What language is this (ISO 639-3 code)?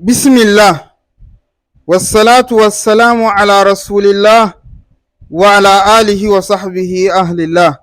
hau